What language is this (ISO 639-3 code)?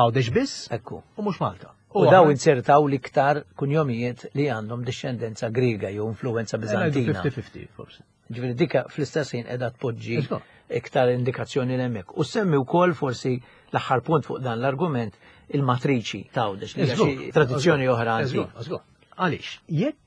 mlt